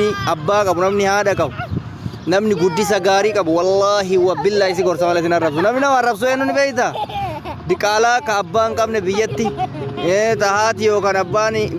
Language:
Oromo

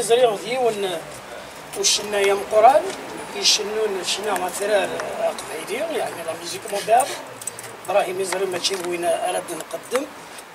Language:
Kabyle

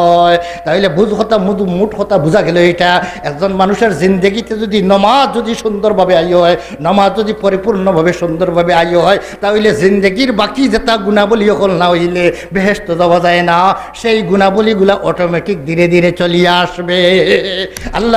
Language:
Sylheti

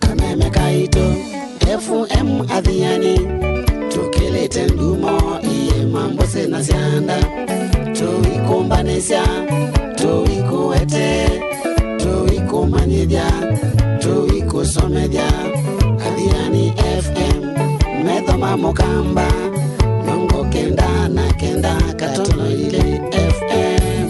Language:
Kamba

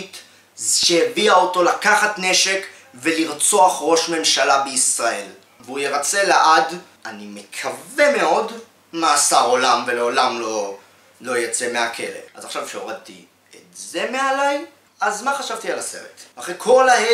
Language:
Hebrew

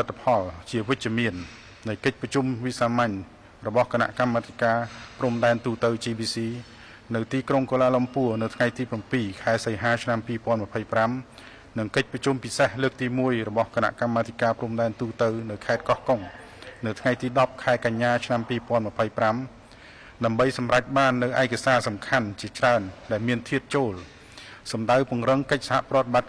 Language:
Khmer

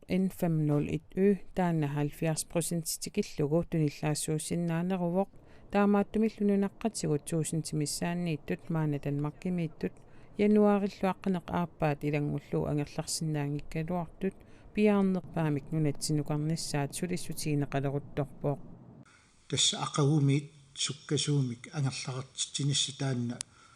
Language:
Kalaallisut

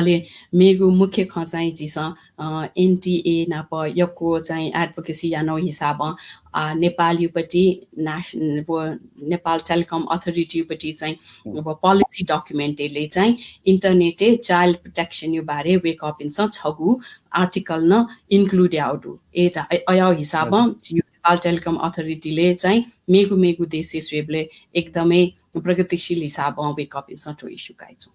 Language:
Newari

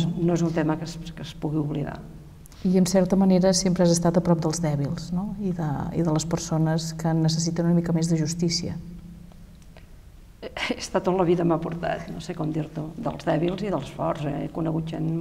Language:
Catalan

